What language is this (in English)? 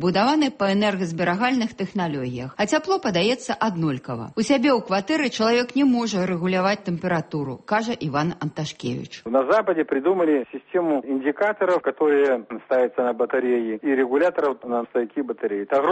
Belarusian